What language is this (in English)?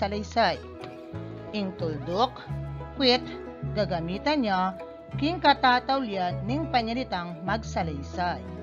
Pampanga